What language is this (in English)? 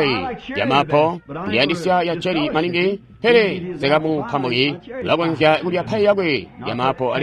Tonga (Zambia)